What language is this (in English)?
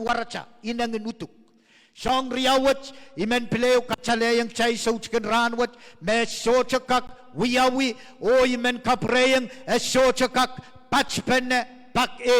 Pohnpeian